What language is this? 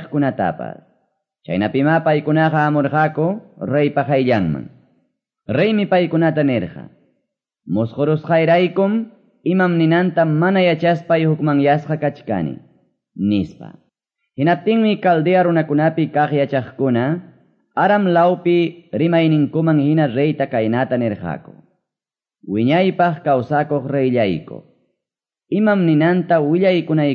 Quechua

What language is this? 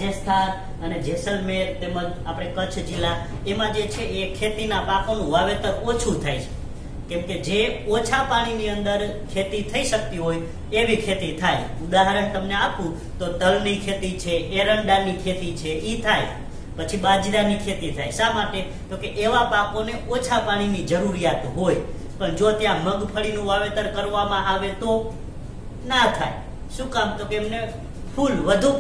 Gujarati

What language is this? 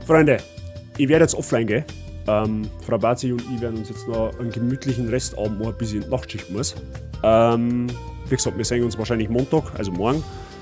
Bavarian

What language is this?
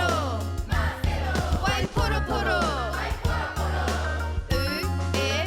Māori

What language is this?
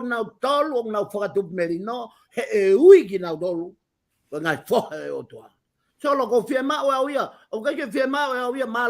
Tongan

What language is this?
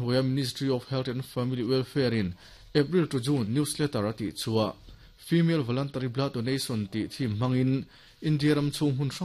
Mizo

